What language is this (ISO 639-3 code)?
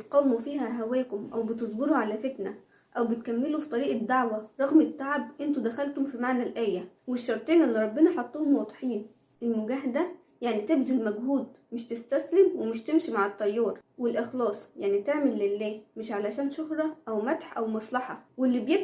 arz